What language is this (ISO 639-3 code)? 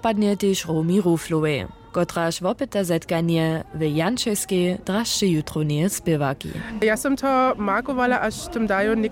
hsb